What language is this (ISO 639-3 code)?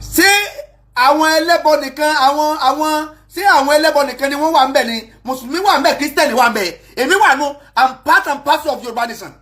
yor